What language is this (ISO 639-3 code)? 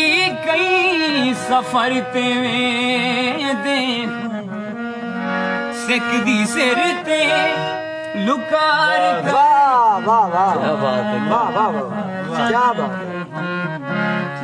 skr